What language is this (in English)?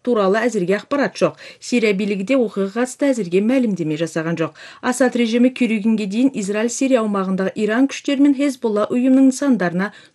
Kazakh